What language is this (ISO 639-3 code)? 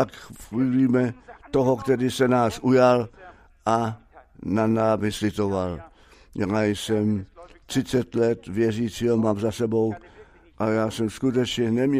ces